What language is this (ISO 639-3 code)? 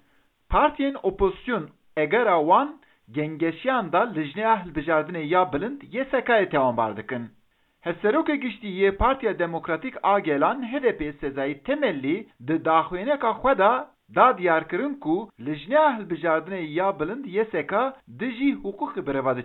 kur